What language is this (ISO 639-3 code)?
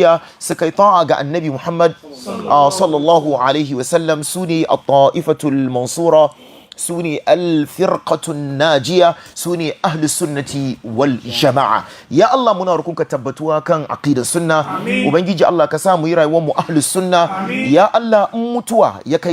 hau